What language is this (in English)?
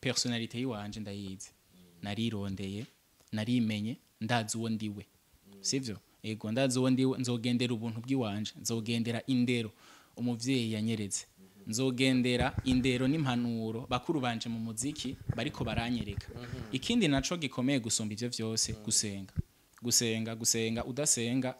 Rundi